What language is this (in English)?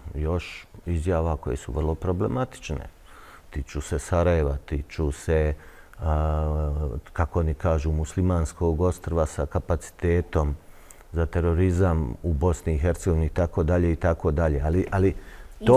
Bosnian